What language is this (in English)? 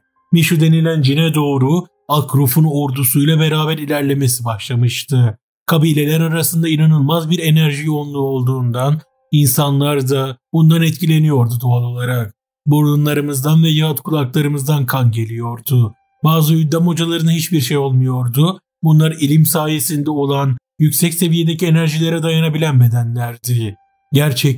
Turkish